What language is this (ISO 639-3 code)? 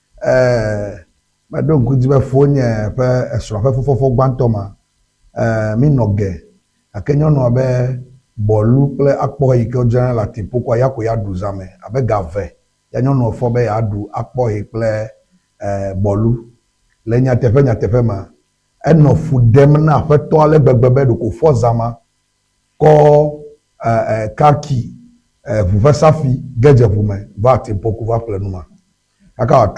ewe